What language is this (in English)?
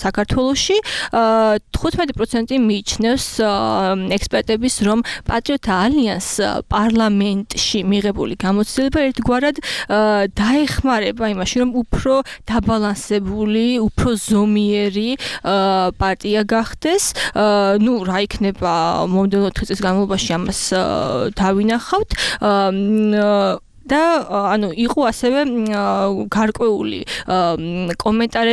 Georgian